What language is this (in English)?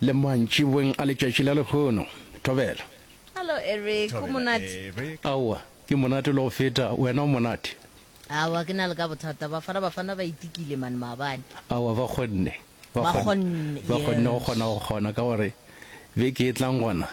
Northern Sotho